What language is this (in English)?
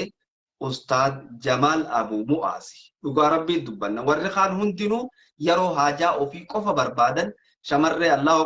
Oromo